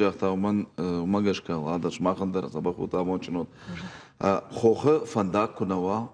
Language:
Ossetic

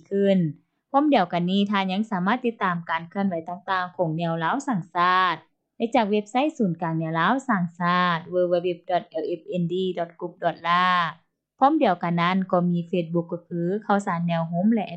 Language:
Lao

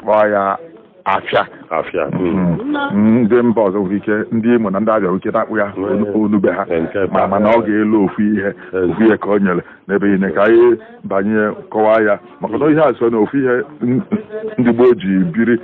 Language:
Igbo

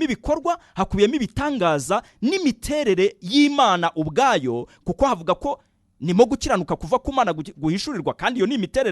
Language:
Kinyarwanda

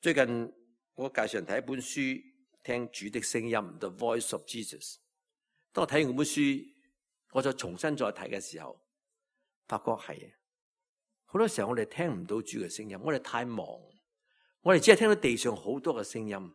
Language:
Cantonese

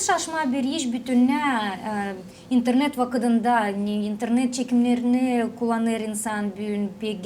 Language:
Gagauz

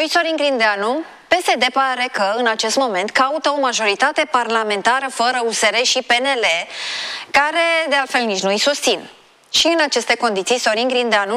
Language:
Romanian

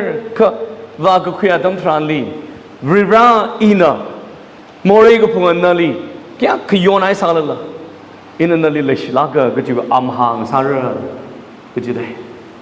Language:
Tangkhul Naga (India)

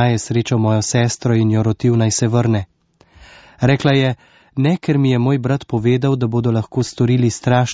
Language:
Slovenian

